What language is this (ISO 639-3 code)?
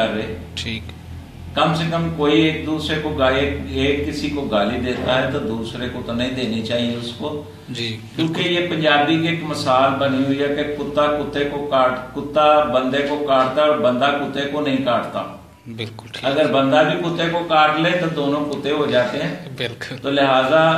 hin